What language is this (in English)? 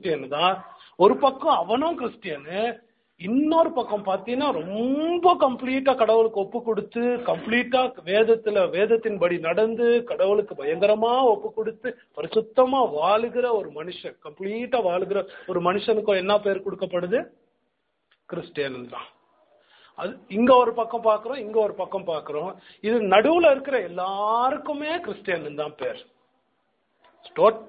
Tamil